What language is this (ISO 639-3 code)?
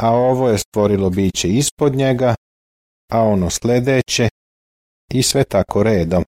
srp